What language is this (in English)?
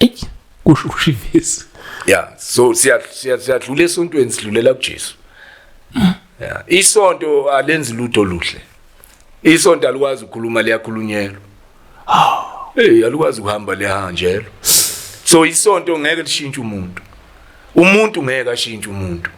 Zulu